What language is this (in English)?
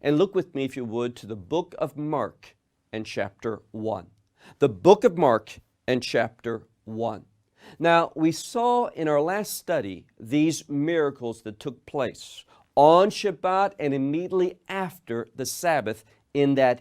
English